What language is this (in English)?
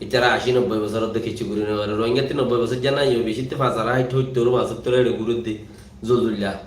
Rohingya